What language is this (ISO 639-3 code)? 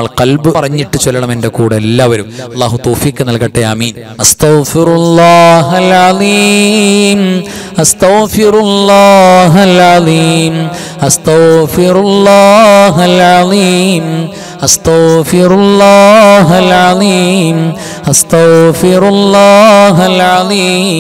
mal